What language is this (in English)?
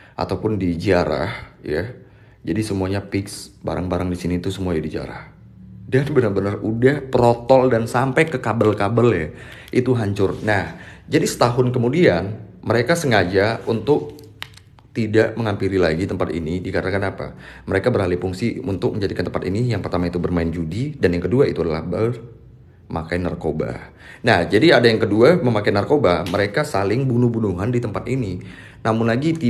Indonesian